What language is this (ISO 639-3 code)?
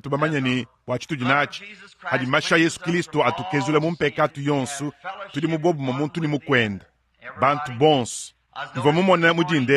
lua